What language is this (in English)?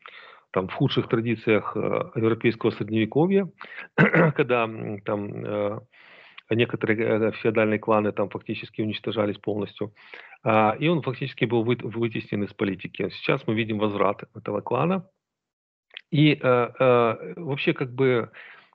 Russian